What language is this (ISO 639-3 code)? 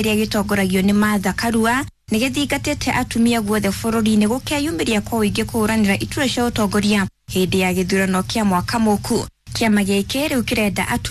kik